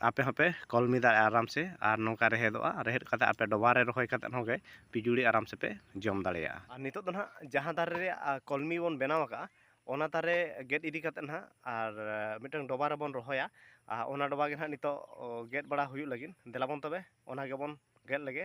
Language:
Santali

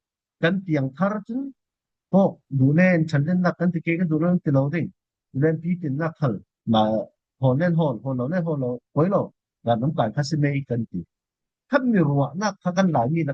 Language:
Falam Chin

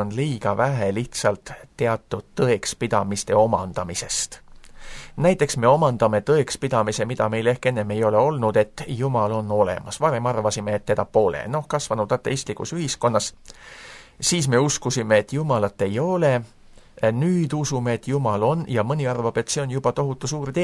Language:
Estonian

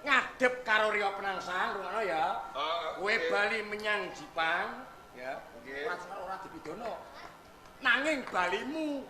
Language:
Javanese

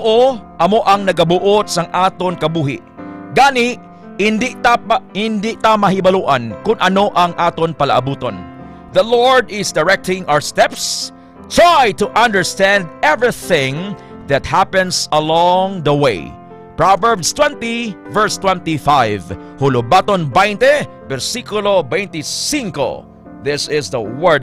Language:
Hiligaynon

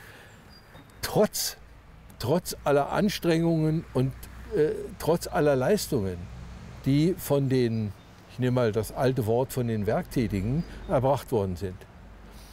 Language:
German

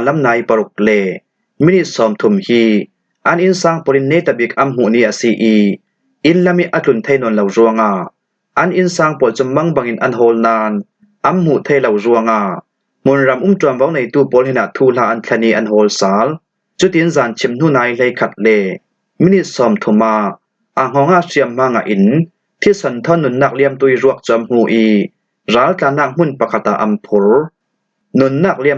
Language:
Falam Chin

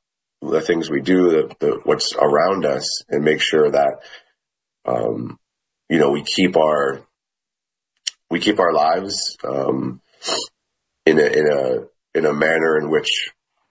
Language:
English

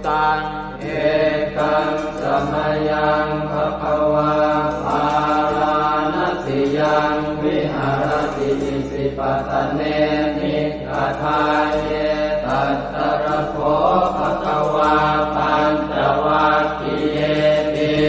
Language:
Pali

